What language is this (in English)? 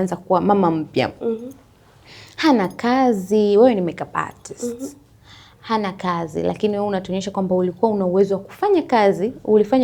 Swahili